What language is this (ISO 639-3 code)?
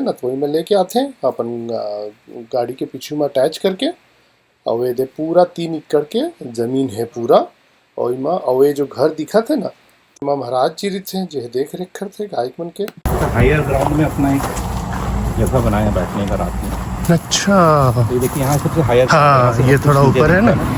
hne